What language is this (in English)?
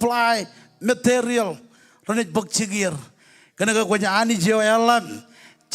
Marshallese